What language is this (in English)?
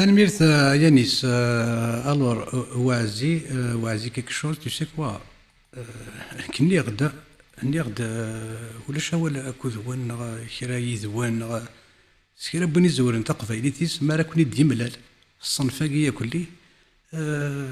Kabyle